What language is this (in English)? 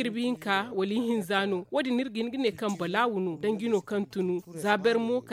Zarma